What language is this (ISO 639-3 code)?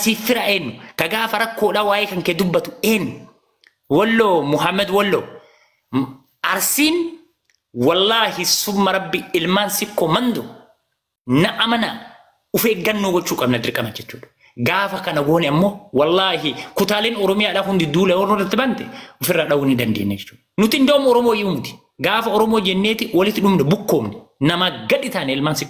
orm